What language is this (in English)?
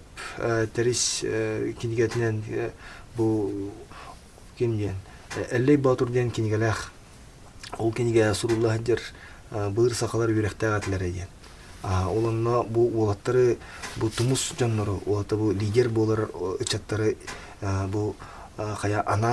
Yakut